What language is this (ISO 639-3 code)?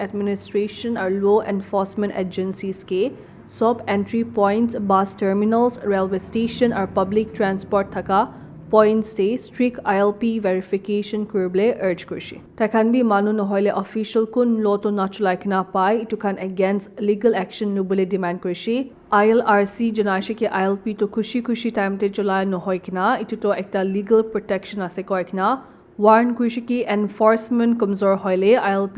nag